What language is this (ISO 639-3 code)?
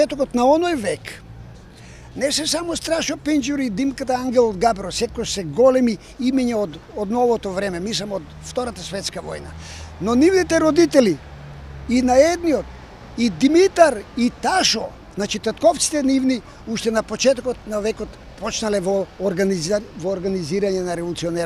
mkd